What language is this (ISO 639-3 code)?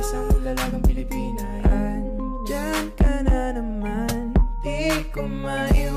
fil